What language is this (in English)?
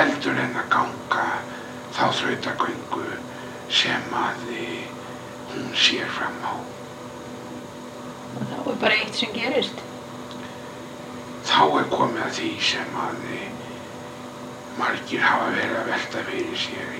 Icelandic